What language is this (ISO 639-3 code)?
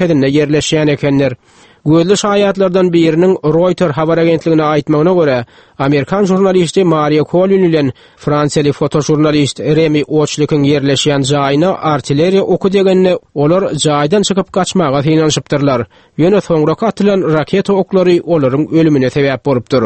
tuk